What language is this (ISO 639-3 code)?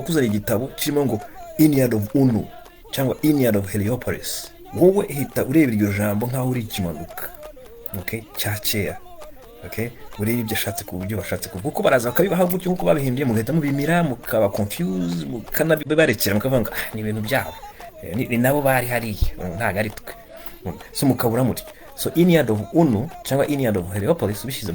kin